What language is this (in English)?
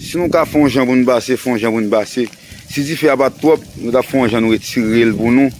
Haitian Creole